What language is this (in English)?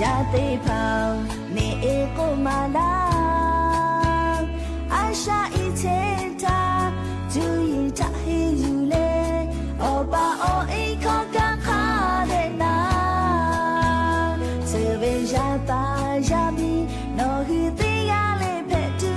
Lahu